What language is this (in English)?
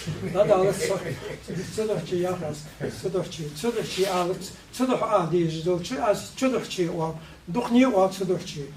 Ingush